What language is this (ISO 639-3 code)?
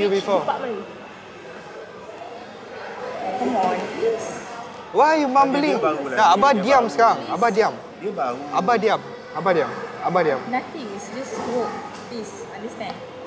msa